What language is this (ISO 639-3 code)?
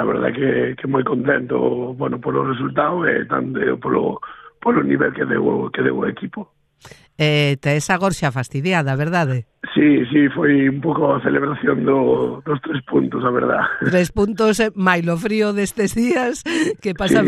glg